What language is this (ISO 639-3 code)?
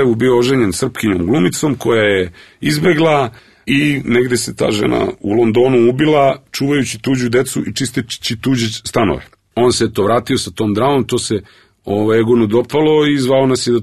srp